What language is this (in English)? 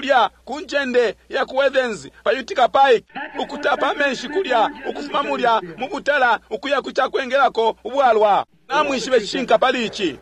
Bemba